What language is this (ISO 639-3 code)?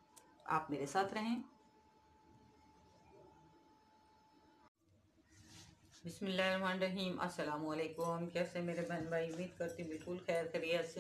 hin